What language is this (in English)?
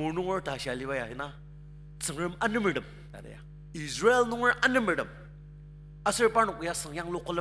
Ao Naga